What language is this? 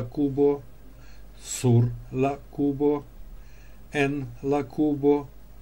Esperanto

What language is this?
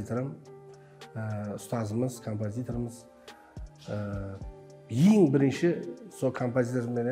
Kara-Kalpak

